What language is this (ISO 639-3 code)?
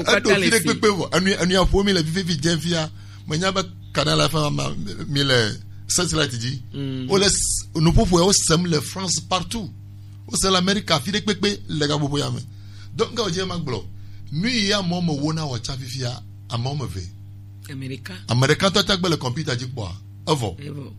gej